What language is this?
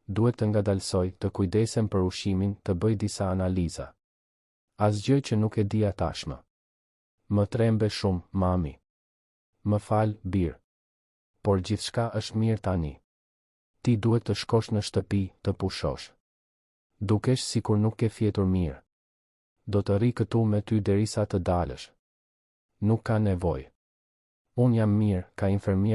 Albanian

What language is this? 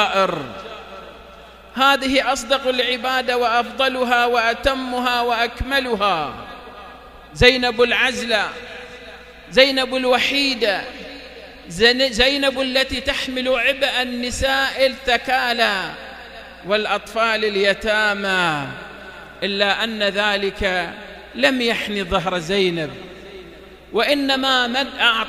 Arabic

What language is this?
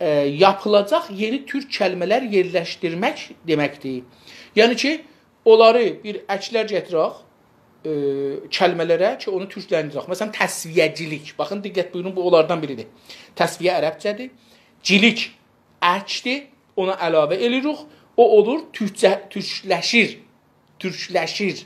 South Azerbaijani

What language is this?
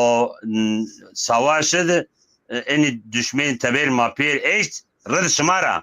Zaza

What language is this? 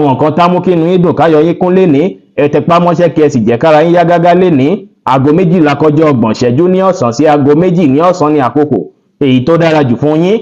Yoruba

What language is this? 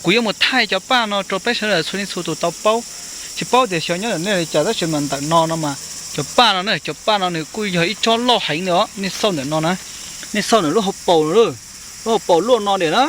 Hmong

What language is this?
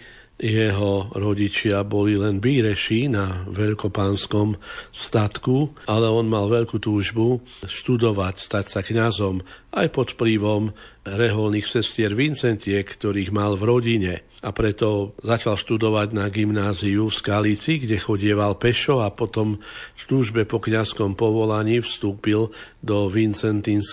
Slovak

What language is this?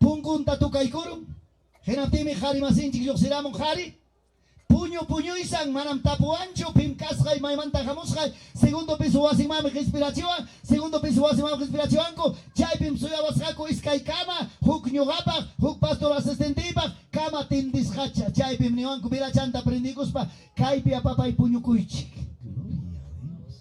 Ayacucho Quechua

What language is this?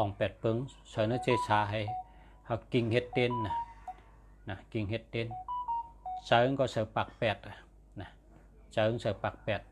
Shan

